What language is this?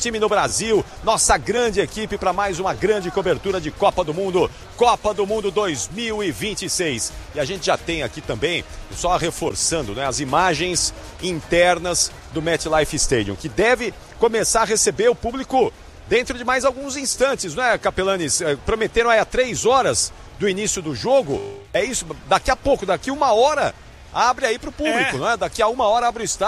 Portuguese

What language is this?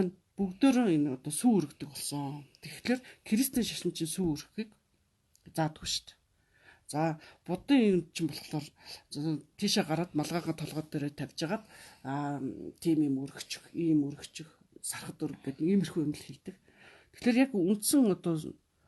Mongolian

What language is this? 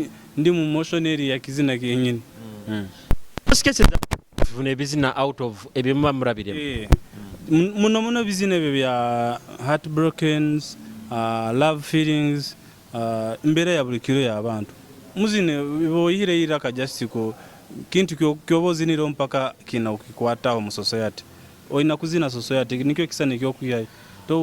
Nyoro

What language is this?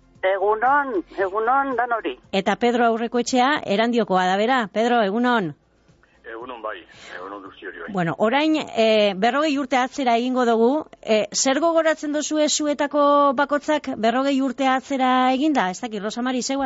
Basque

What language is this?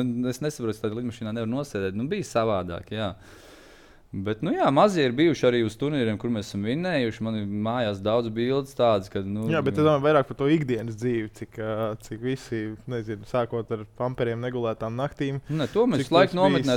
Latvian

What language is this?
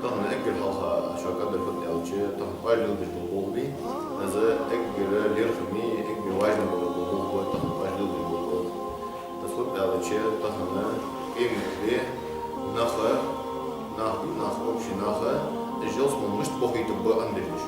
Ingush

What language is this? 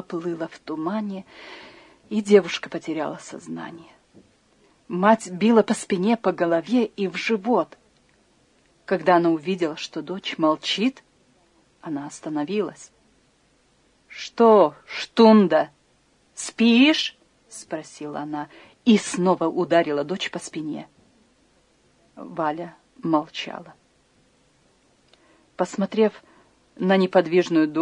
Russian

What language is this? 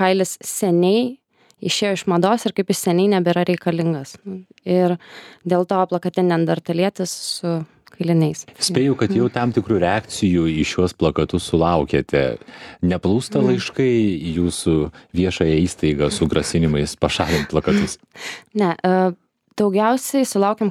Lithuanian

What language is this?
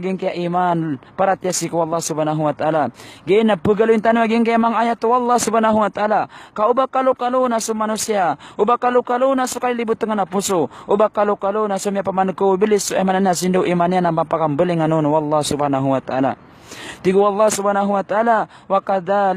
Maranao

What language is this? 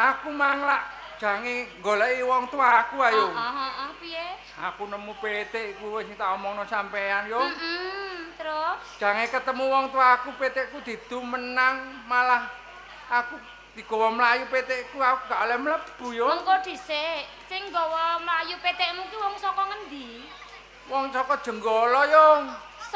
Javanese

